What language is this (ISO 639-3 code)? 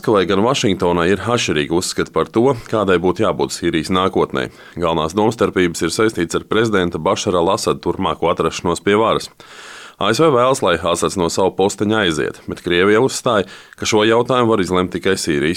lav